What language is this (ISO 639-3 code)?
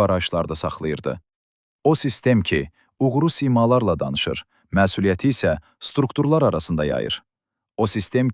aze